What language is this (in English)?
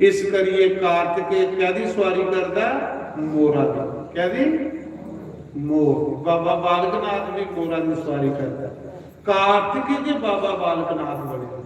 Dogri